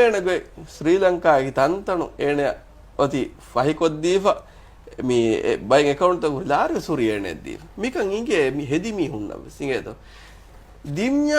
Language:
Divehi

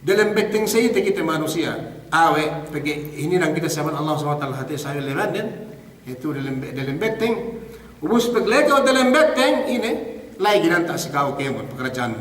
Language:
Yakan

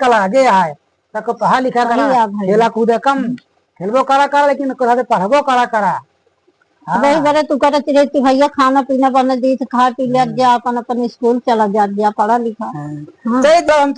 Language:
Awadhi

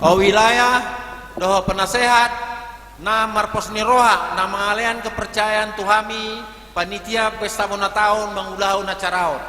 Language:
Batak Toba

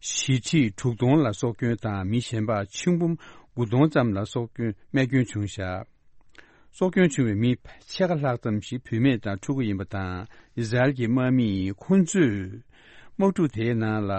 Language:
Tibetan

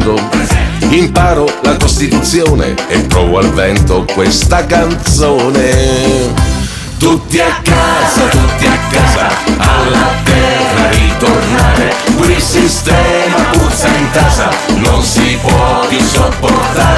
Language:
Italian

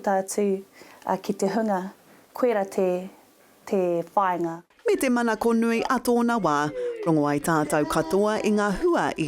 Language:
Māori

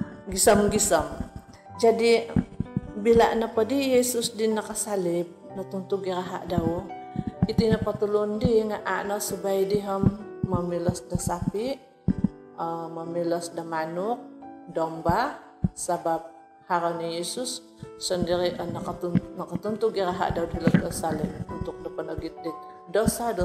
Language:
Central Dusun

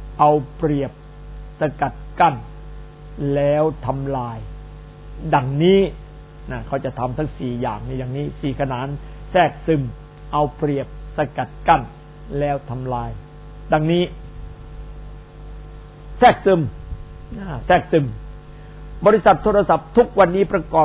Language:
Thai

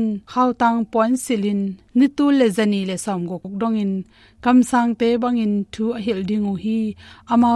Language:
Tedim Chin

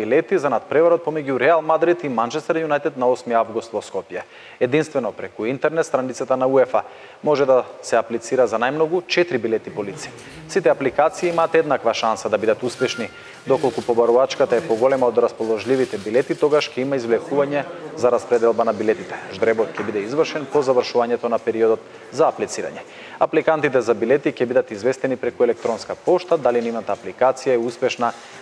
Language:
Macedonian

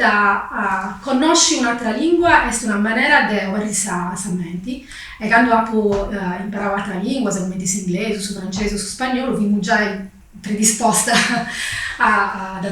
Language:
Sardinian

